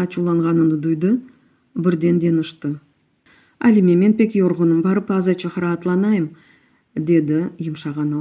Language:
Crimean Tatar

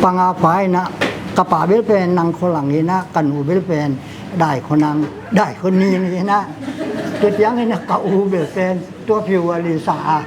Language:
Tedim Chin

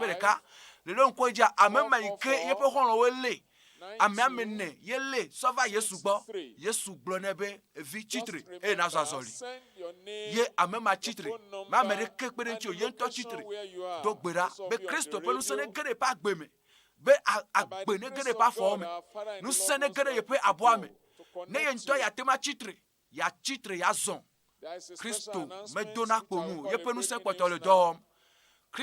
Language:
Ewe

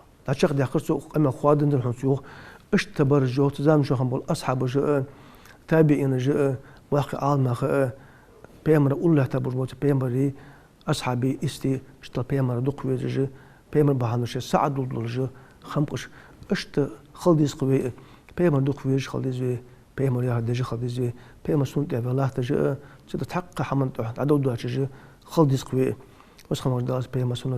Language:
Ingush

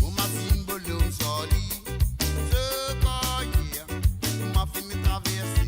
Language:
Morisyen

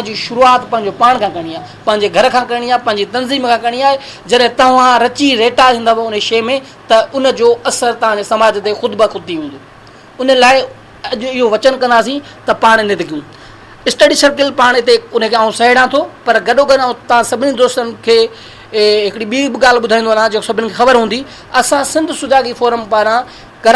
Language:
Sindhi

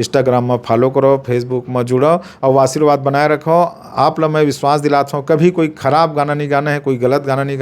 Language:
Chhattisgarhi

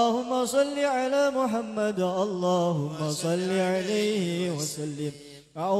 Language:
Arabic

